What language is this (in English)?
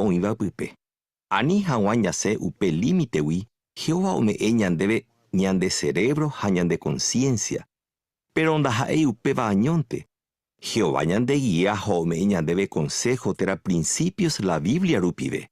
Guarani